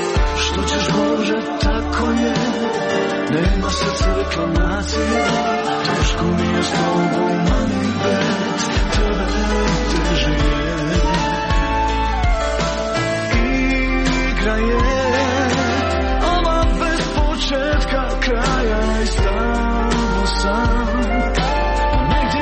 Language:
Croatian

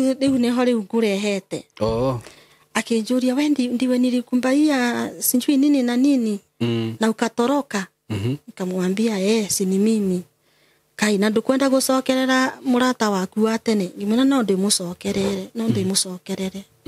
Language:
Kikuyu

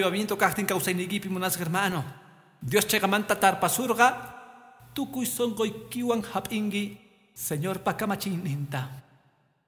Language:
Quechua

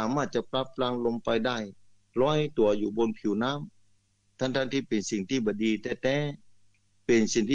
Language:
Thai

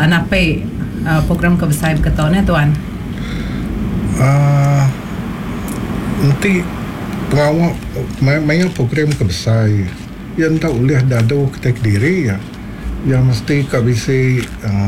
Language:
Malay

